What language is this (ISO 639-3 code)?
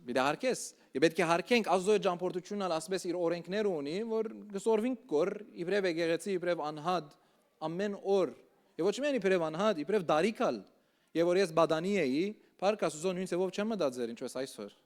hyw